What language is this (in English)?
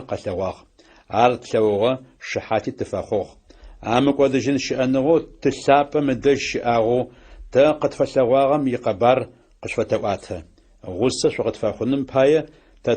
Adyghe